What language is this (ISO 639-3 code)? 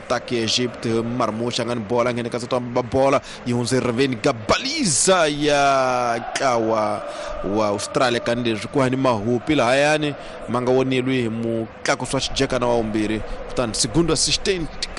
tso